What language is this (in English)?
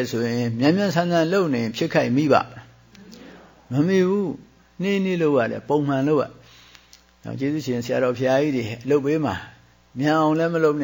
Burmese